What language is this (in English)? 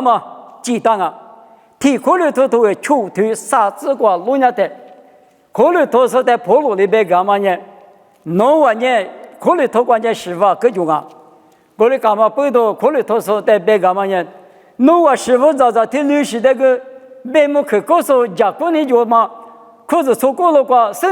Lisu